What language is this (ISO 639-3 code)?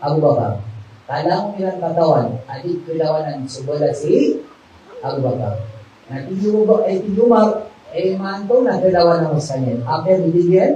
mrw